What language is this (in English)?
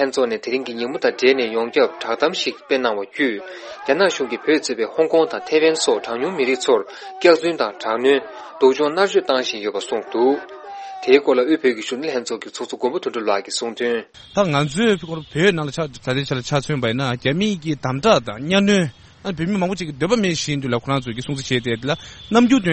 Tibetan